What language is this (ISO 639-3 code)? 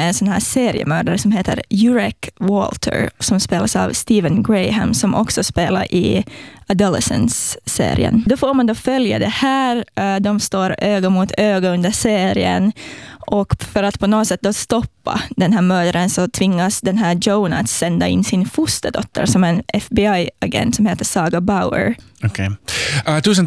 swe